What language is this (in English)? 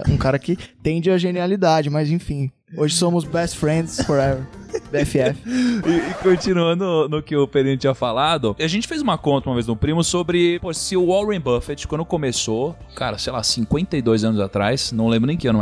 Portuguese